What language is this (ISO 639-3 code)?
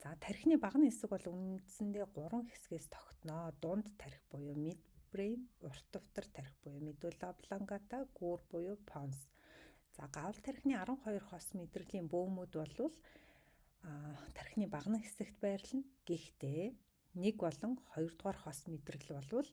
mon